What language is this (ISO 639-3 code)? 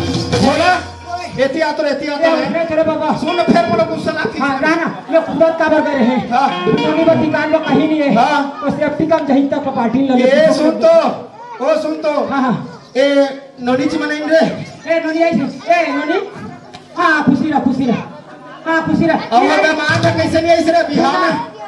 hne